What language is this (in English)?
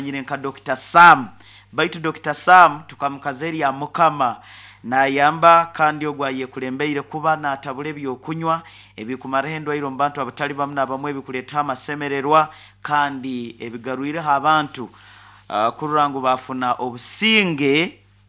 Nyankole